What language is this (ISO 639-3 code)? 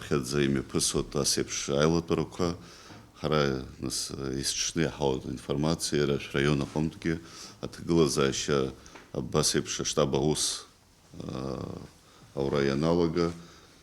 abk